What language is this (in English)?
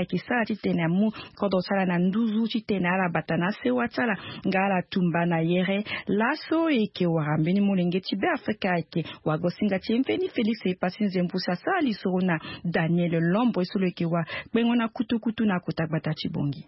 Sango